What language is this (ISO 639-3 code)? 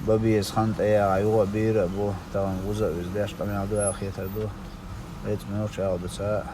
che